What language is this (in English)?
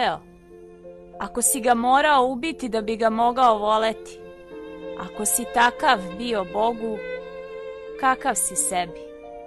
Serbian